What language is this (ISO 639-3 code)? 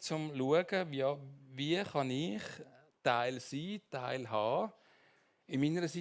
gsw